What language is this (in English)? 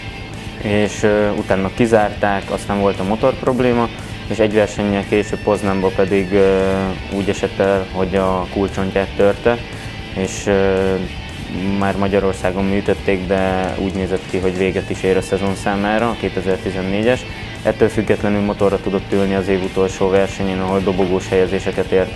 Hungarian